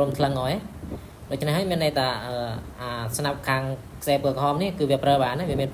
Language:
Khmer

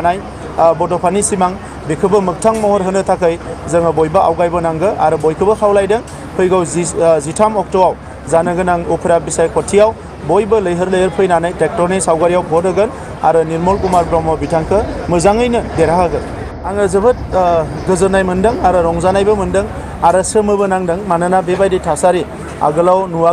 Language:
Bodo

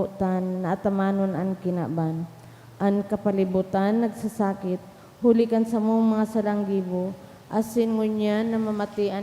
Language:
Bikol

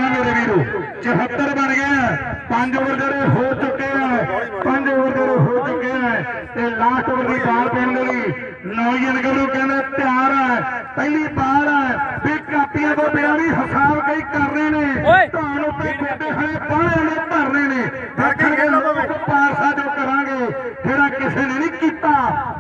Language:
Punjabi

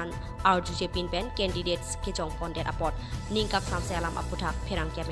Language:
Karbi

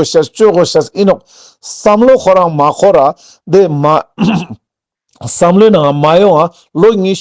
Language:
Ladakhi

